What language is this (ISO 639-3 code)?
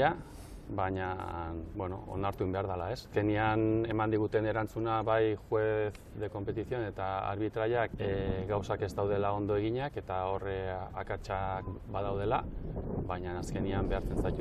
eus